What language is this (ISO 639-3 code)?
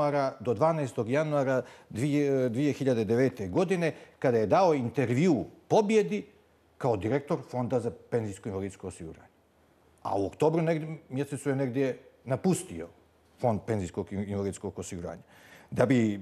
bos